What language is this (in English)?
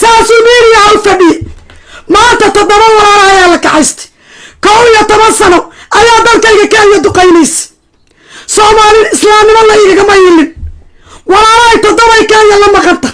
Somali